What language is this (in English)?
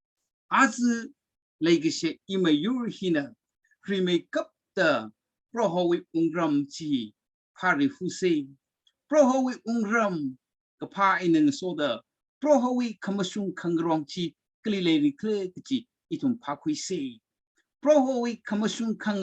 Tangkhul Naga (India)